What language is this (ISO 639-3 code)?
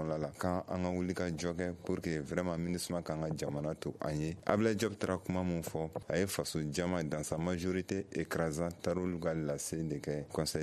bam